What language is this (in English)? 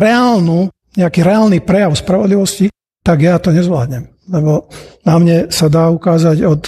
Slovak